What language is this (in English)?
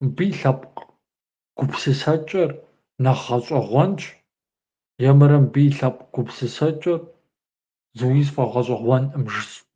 Kabardian